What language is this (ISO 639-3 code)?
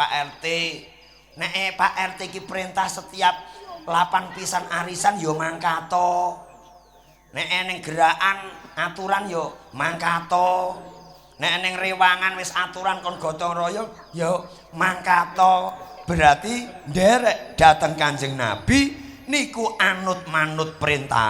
jav